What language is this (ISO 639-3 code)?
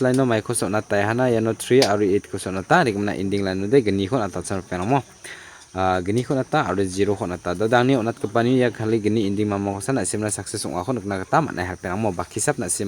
grt